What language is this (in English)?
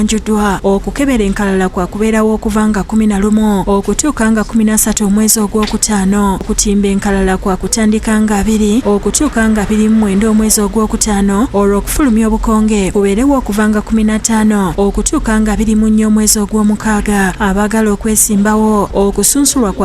Ganda